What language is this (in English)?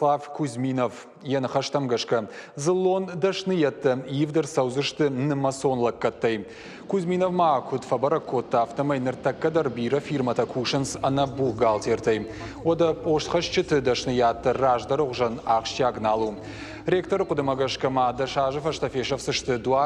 Ossetic